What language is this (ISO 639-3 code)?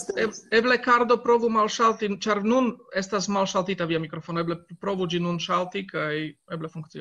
epo